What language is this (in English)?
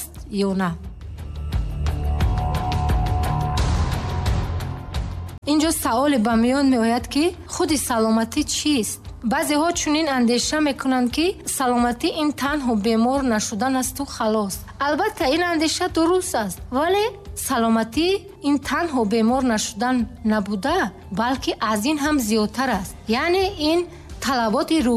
Tajik